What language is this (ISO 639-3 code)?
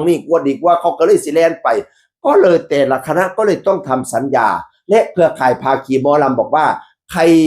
tts